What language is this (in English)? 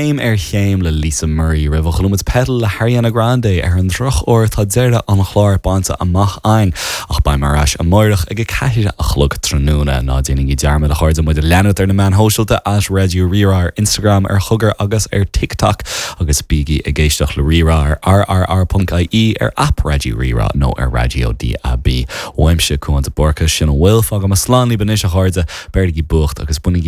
Irish